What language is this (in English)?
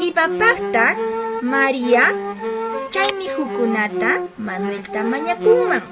Quechua